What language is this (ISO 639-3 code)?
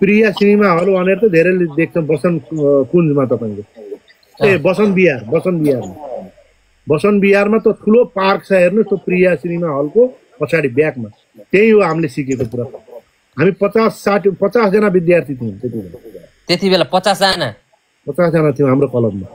nep